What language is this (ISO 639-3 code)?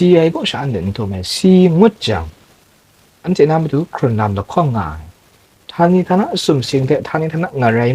kac